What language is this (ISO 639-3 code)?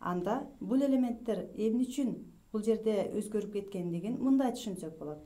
kir